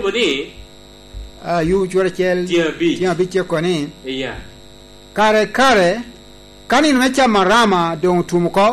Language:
Lango (Uganda)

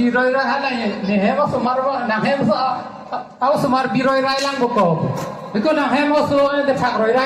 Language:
Karbi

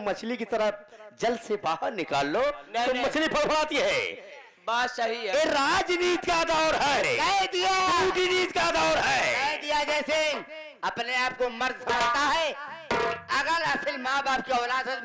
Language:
Hindi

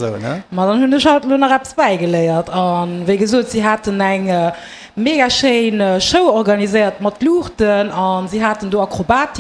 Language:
Luxembourgish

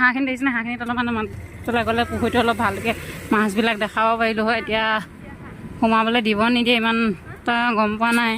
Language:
Assamese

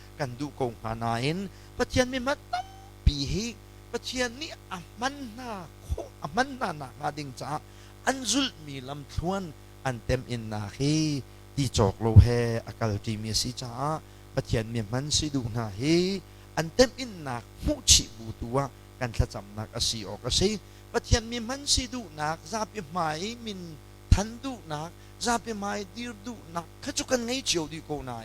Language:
Hakha Chin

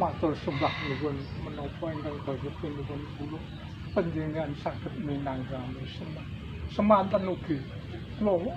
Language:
Javanese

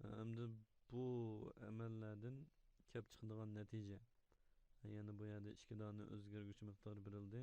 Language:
Uyghur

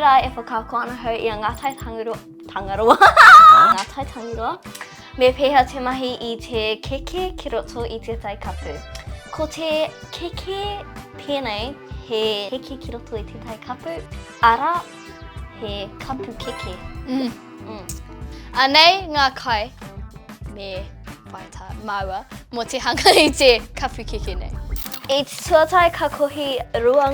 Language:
Māori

